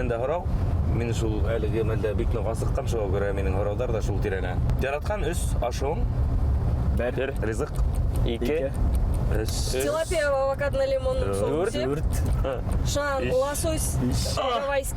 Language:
Bashkir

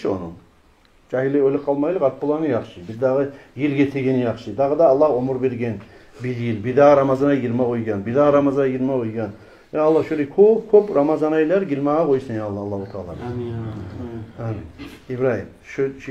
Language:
Kumyk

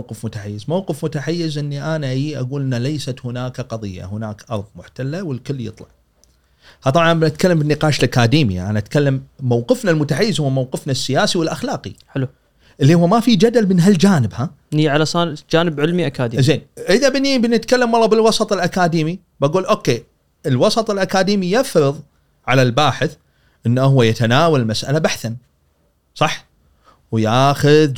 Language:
Gulf Arabic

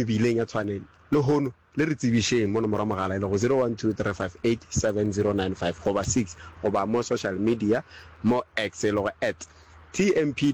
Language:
Northern Sotho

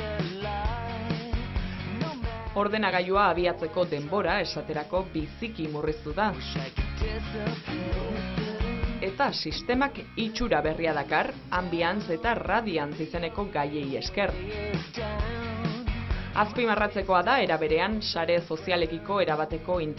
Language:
Basque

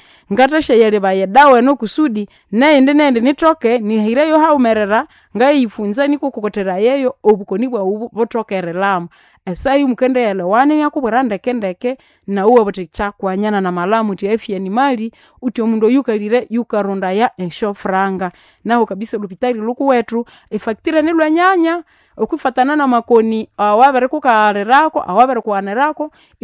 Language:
Nande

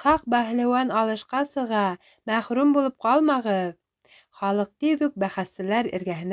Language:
Bashkir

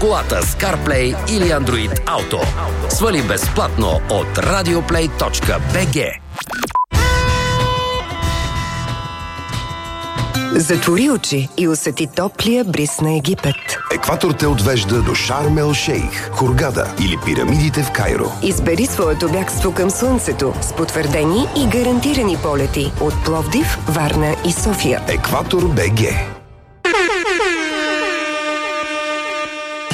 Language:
Bulgarian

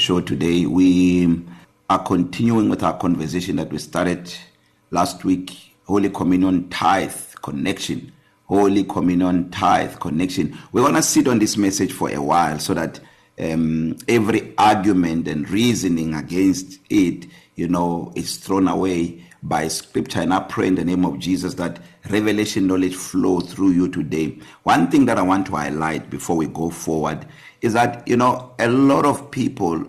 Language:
English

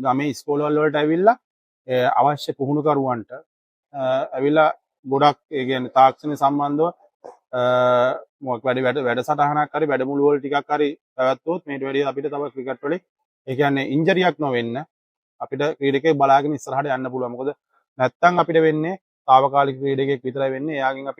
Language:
Sinhala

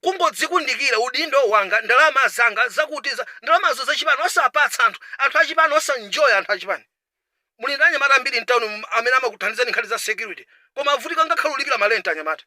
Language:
Nyanja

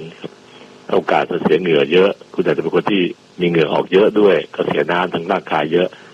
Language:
Thai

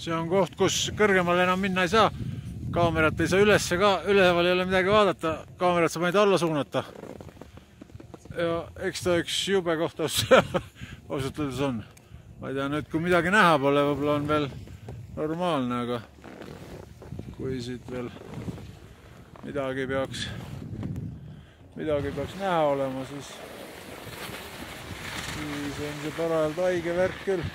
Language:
Estonian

